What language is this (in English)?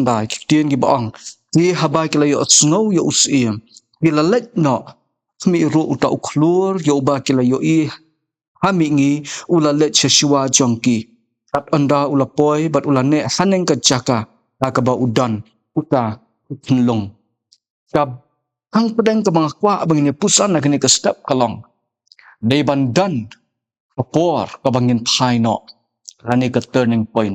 Khasi